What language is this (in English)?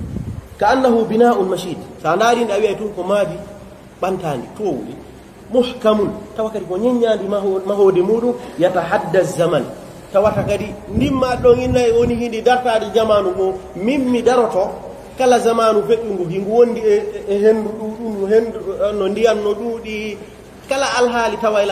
Pular